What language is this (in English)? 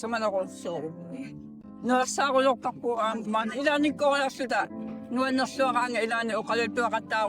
Kalaallisut